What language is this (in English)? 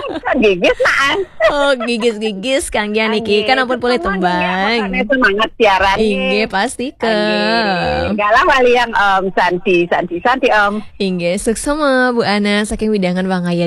Balinese